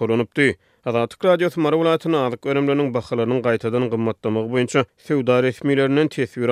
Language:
Turkmen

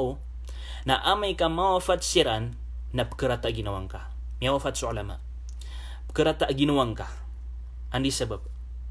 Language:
Maranao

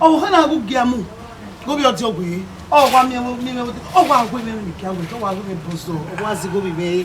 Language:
Bini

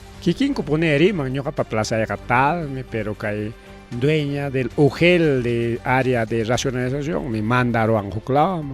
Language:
Ayacucho Quechua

